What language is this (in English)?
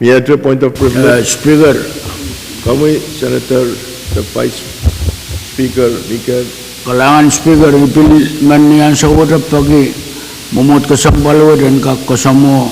Pohnpeian